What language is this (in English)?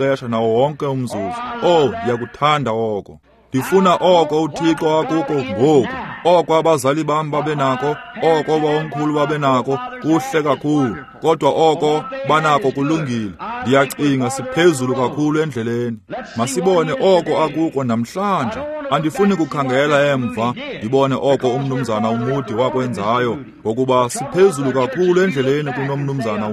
Xhosa